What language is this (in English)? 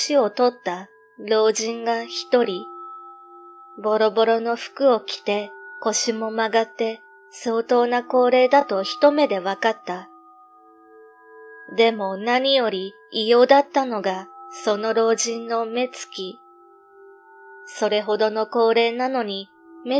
Japanese